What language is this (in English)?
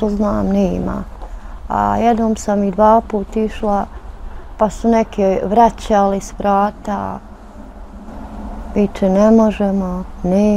Bosnian